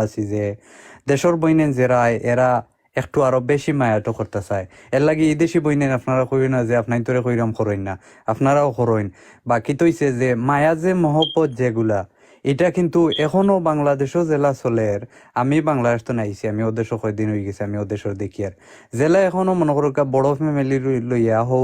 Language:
Sylheti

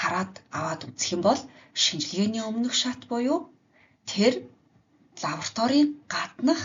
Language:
Mongolian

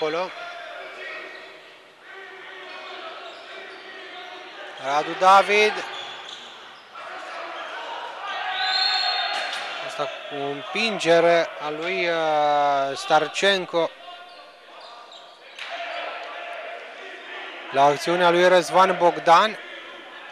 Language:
Romanian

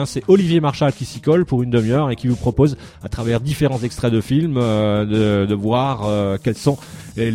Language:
French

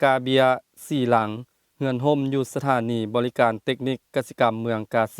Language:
Lao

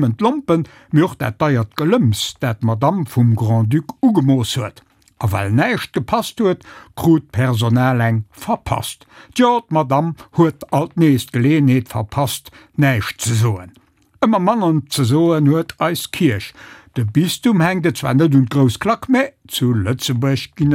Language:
Luxembourgish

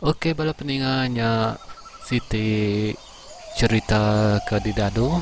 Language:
Iban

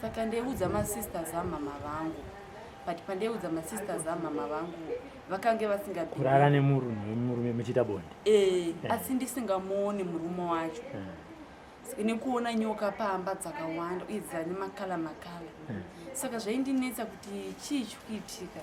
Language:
Shona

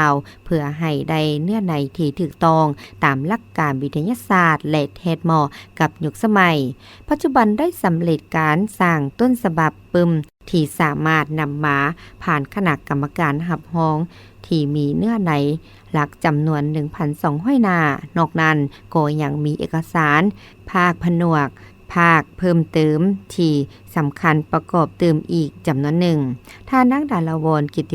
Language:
Lao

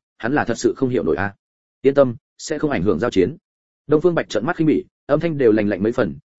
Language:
Vietnamese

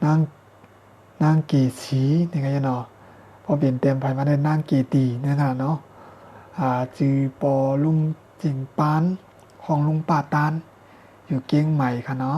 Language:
Shan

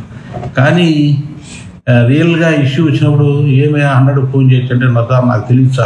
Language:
Telugu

